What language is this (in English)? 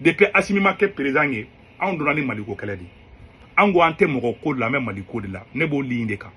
Bambara